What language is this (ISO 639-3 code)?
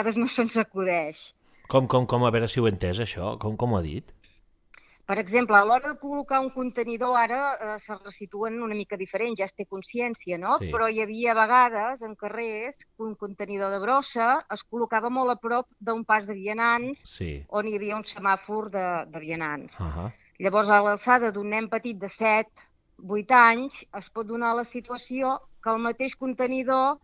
cat